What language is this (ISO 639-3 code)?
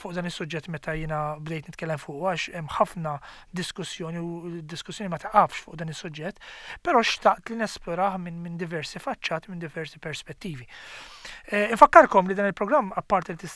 mlt